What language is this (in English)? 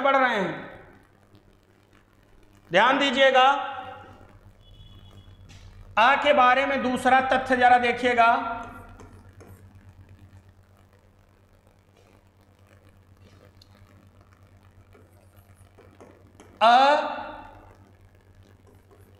Hindi